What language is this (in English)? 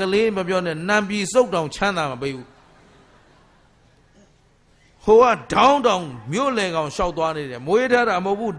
Burmese